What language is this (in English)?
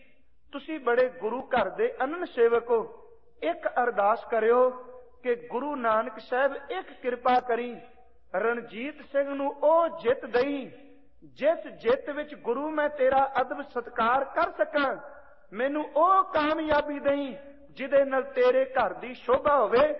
Punjabi